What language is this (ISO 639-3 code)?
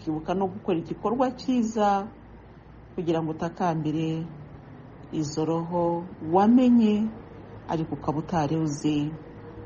kin